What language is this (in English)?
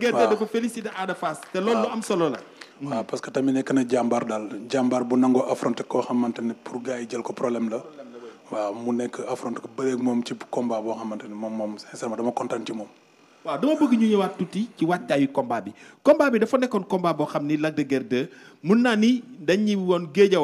Wolof